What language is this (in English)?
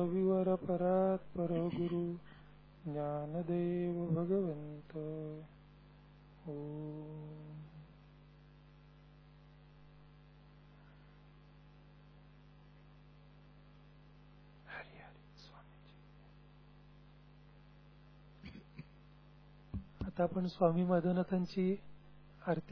Marathi